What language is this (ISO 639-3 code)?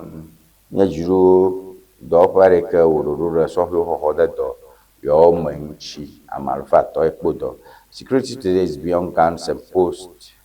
ewe